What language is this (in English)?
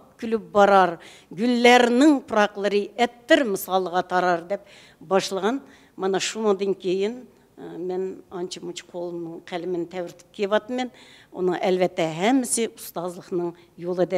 Uyghur